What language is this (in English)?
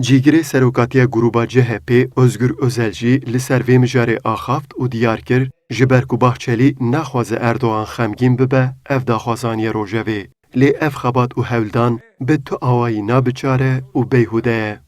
Kurdish